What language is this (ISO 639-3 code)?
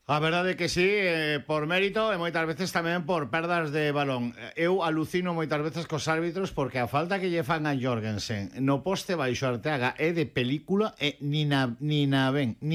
glg